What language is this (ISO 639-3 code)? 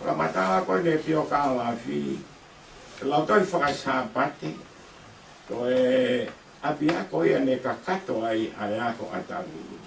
ton